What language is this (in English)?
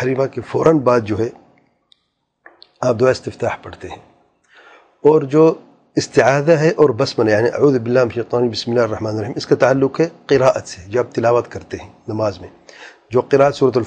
Urdu